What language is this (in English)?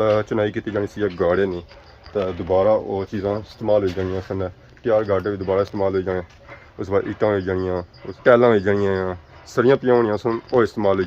Pahari-Potwari